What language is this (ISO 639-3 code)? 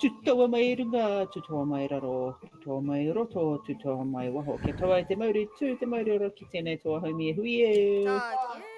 mri